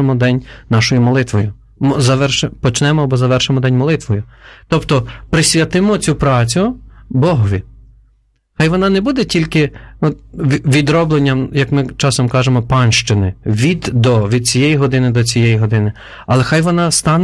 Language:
Ukrainian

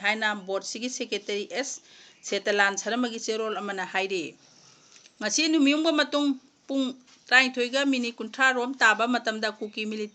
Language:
Manipuri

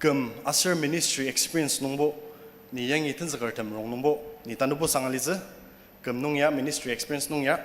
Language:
Ao Naga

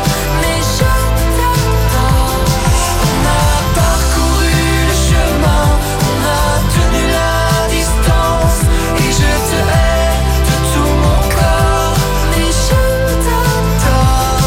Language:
French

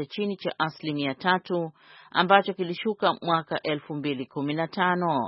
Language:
Swahili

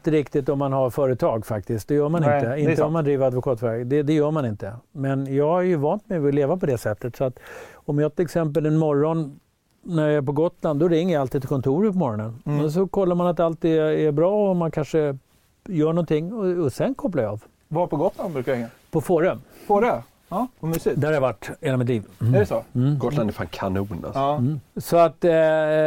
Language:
Swedish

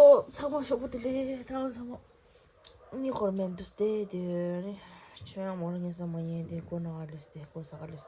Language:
Tibetan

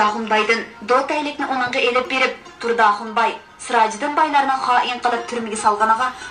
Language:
Uyghur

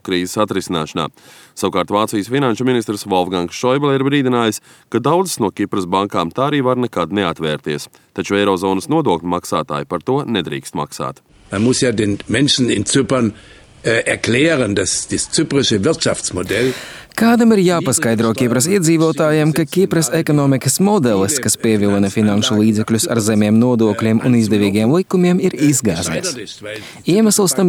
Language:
Latvian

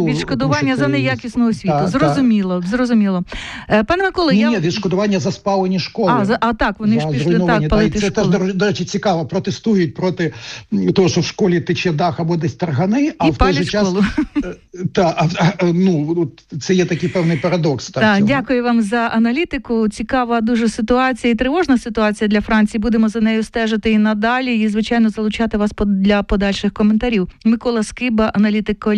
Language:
Ukrainian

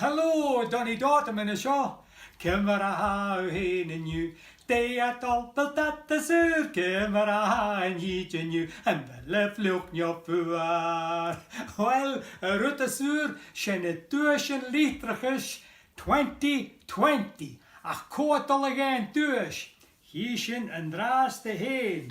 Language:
Scottish Gaelic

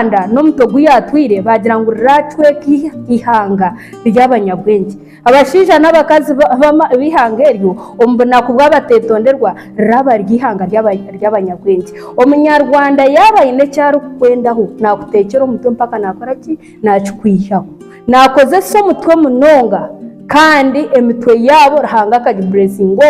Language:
Nyankole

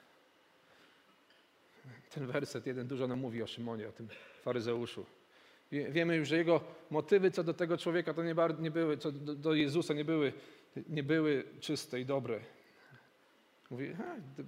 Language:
Polish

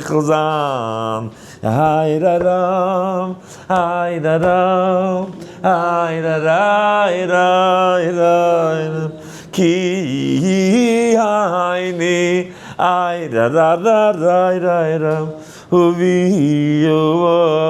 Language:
Yiddish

